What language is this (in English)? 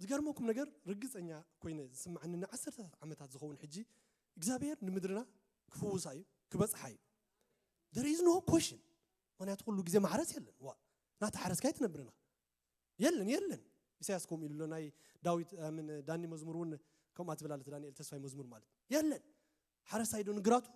Tigrinya